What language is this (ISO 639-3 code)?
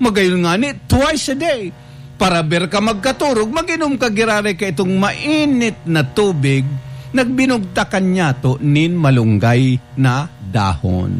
bik